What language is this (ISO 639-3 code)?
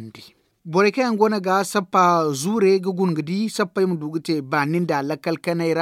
dje